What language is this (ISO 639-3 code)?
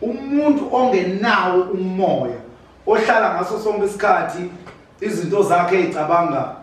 zul